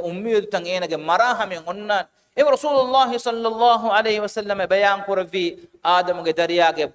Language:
Divehi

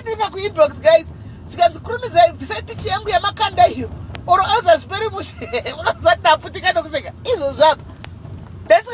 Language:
Shona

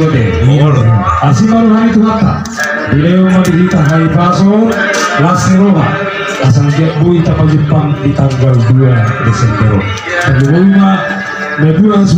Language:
Batak Toba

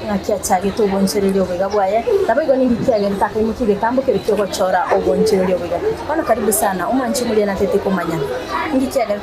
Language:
Gusii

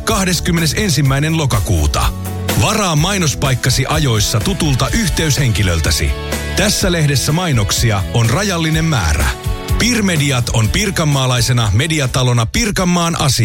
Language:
Finnish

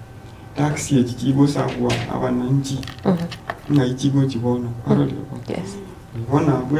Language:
Gusii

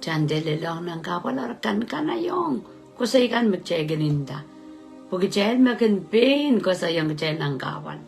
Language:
Pohnpeian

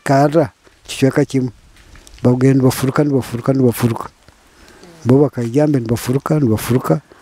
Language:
Nyoro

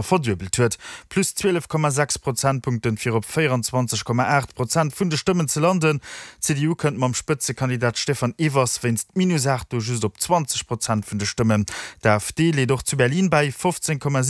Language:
Luxembourgish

